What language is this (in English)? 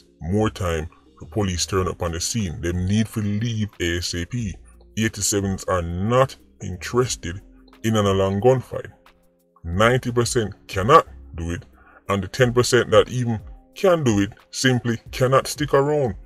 Jamaican Creole English